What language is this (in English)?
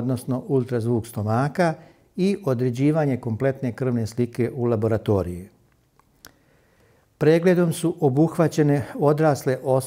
Serbian